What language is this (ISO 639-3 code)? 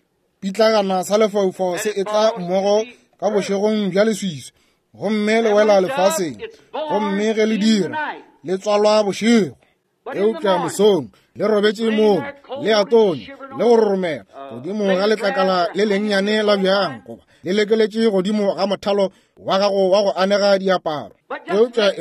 nso